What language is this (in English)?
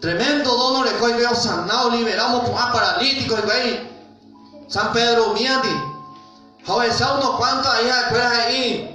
Guarani